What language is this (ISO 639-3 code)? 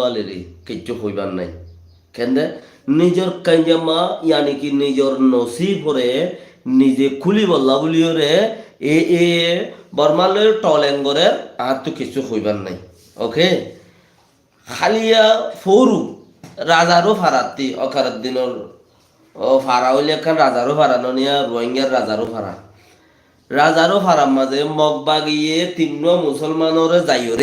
rhg